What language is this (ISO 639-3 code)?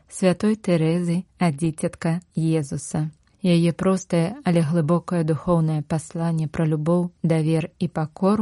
bel